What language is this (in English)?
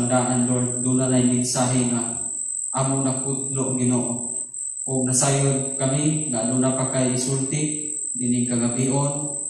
Cebuano